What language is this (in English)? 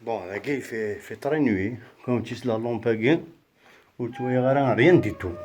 Kabyle